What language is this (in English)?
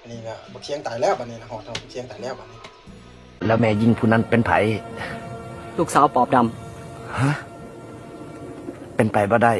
Lao